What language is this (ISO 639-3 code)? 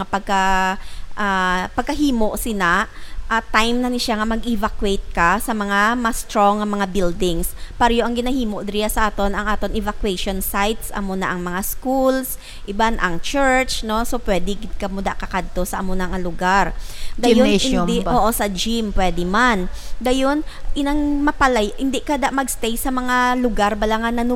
hil